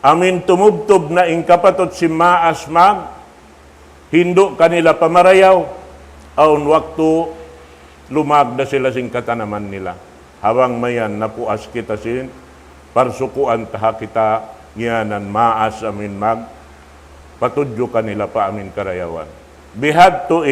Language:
Tausug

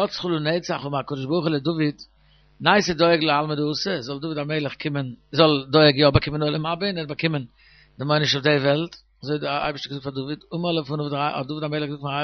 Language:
Yiddish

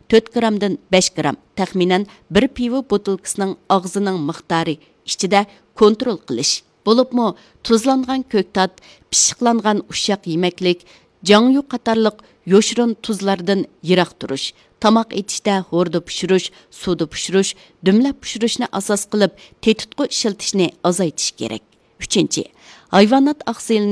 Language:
Uyghur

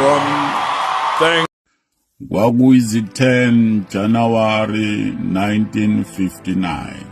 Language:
Zulu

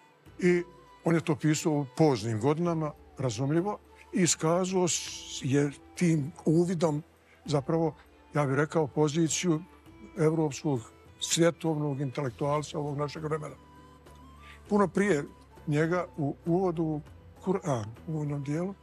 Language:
Bosnian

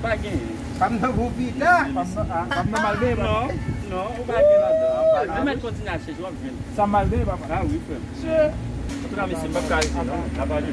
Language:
Haitian Creole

